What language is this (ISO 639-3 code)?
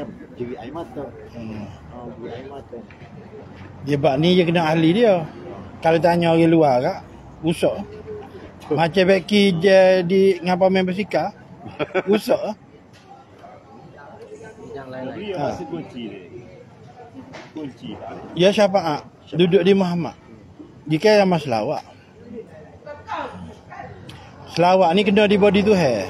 msa